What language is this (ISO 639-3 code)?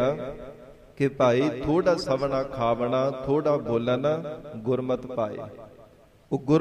pan